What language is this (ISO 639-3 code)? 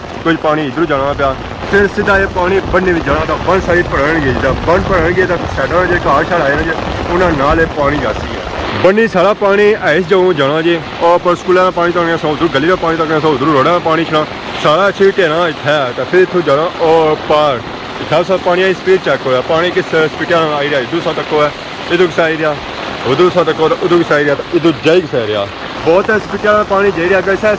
phr